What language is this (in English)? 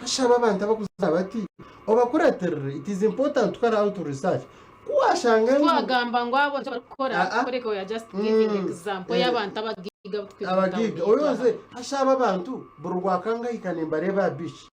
Nyankole